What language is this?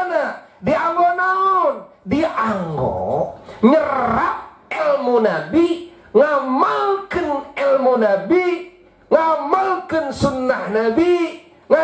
Sundanese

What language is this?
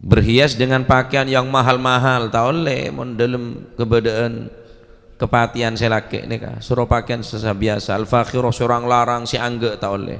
Madurese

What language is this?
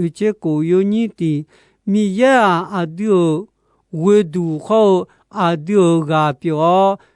Akha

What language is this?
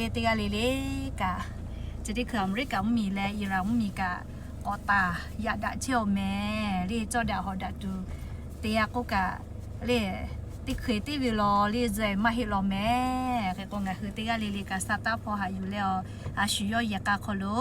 Lahu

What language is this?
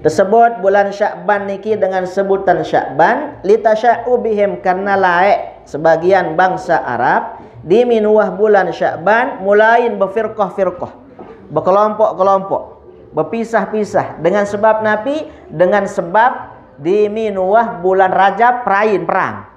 Sasak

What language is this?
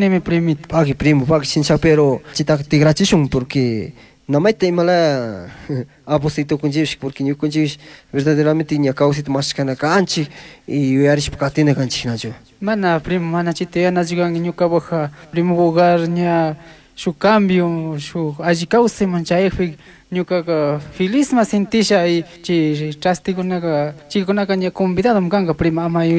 Chimborazo Highland Quichua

